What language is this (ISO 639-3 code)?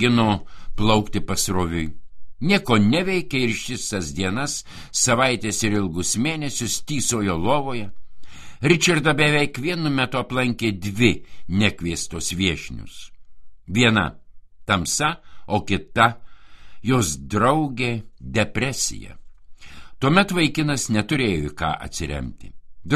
lit